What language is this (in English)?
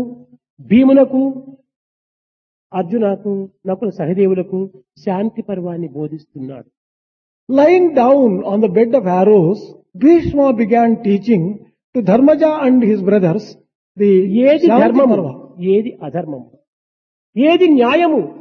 Telugu